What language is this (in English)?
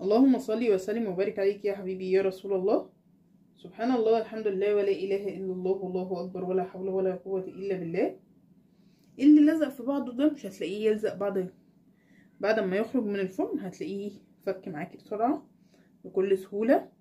Egyptian Arabic